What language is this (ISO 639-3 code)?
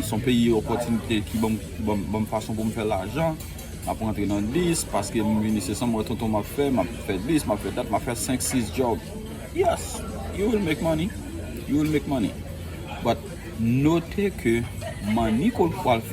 hat